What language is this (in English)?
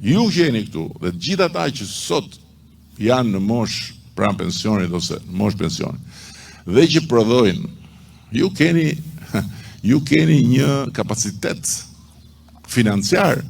Albanian